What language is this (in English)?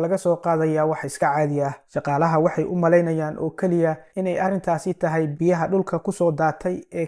Somali